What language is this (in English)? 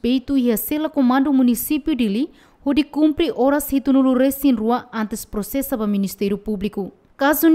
Tetum